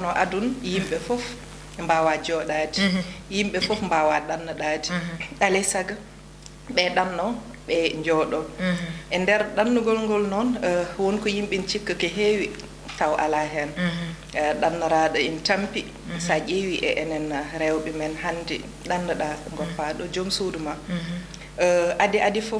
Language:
Fula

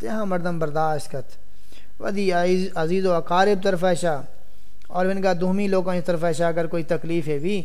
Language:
Saraiki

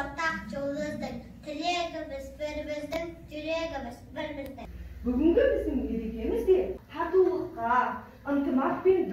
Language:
Kazakh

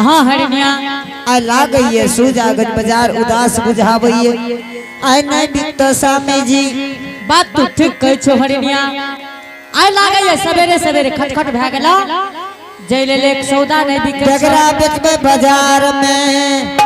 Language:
Angika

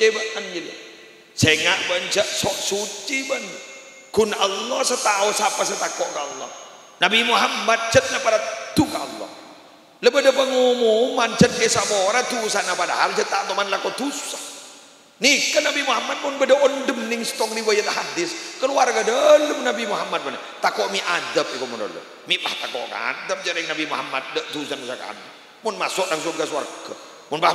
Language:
Madurese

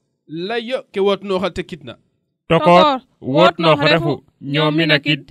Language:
Serer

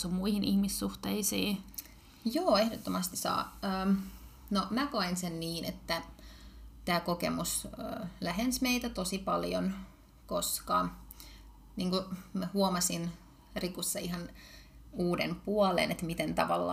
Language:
Finnish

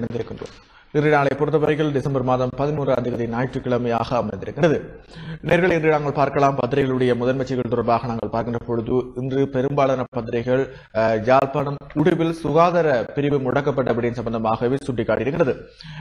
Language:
Tamil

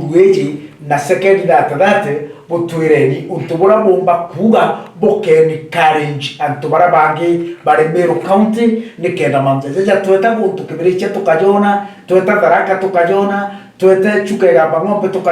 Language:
Meru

